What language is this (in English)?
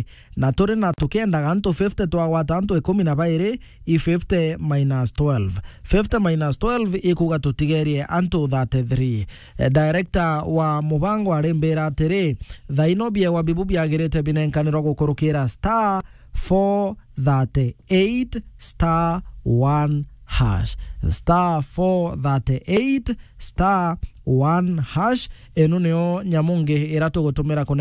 Meru